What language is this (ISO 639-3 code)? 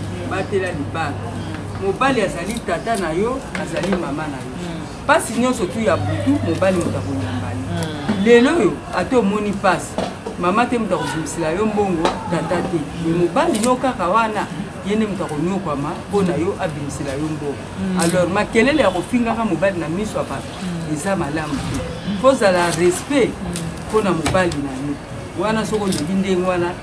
lin